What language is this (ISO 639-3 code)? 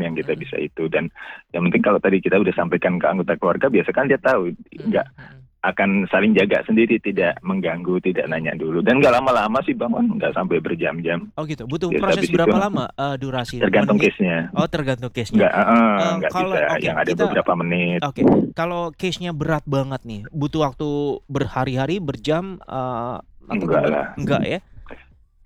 ind